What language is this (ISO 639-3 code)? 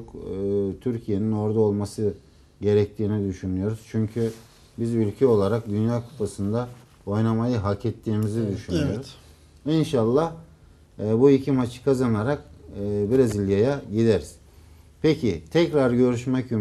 tur